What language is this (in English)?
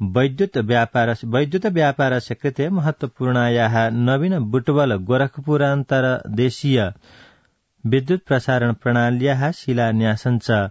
Sanskrit